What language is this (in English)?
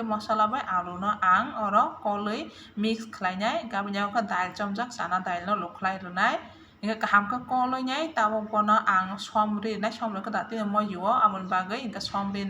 Kok Borok